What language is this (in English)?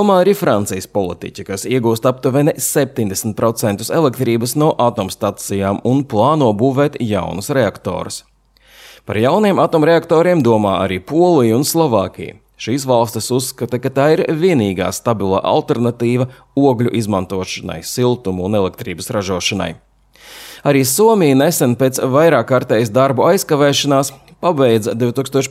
Latvian